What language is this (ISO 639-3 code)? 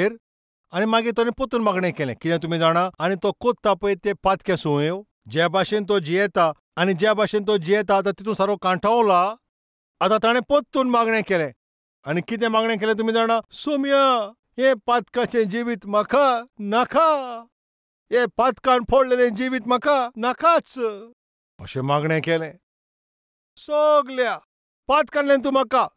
kok